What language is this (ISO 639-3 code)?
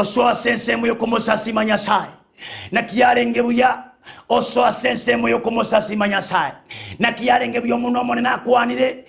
guz